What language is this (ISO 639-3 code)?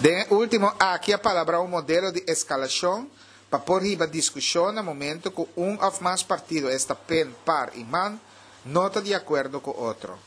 pap